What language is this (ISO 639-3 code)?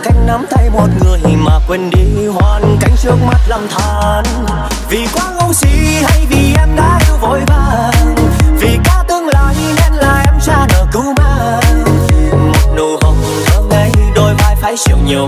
vie